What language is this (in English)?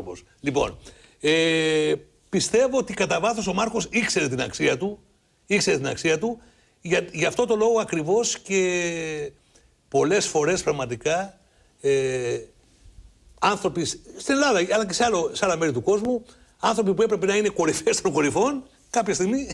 Greek